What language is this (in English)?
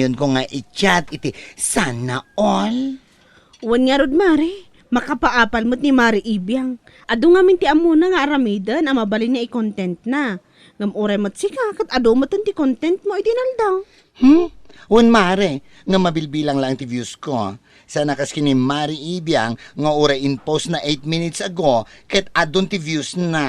Iloko